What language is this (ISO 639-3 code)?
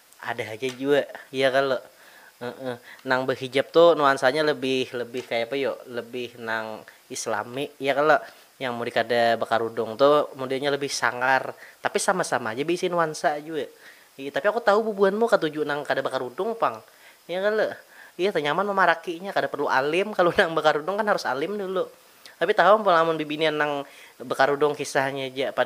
bjn